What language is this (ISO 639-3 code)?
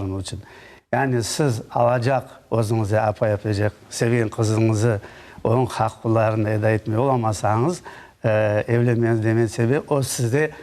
crh